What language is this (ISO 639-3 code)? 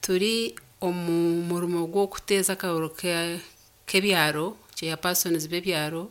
nyn